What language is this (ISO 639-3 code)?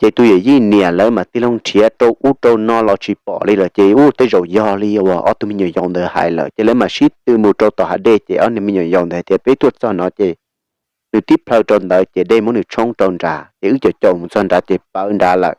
hmn